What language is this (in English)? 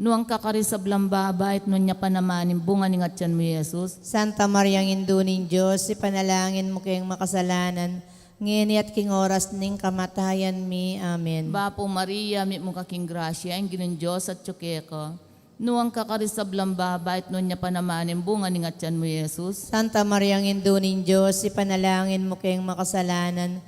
Pampanga